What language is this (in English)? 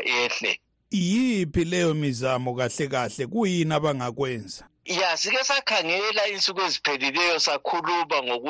North Ndebele